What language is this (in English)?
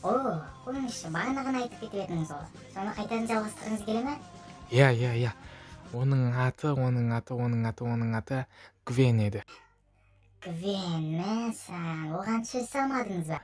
Kazakh